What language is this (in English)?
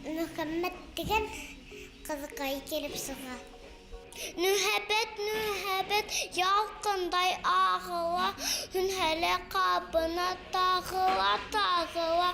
Bashkir